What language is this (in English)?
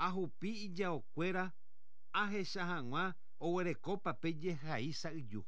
Guarani